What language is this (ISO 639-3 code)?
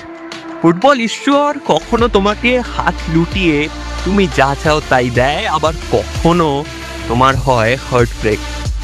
ben